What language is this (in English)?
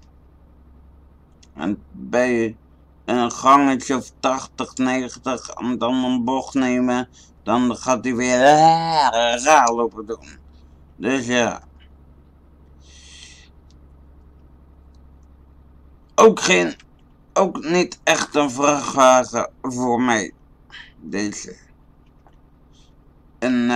Dutch